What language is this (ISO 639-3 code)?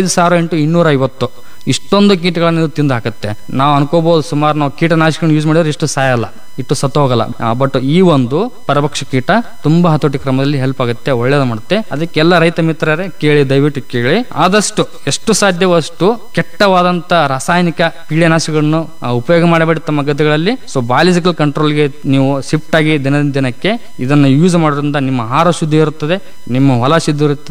kan